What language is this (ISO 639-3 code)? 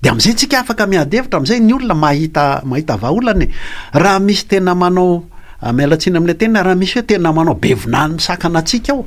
mlg